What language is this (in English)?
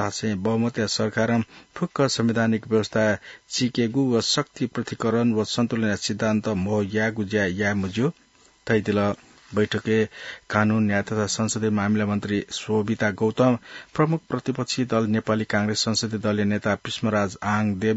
Newari